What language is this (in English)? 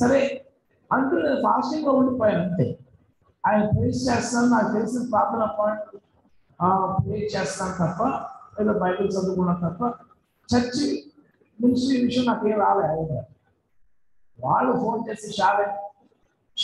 Telugu